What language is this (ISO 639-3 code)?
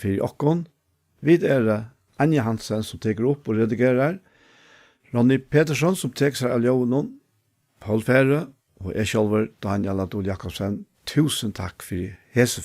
fao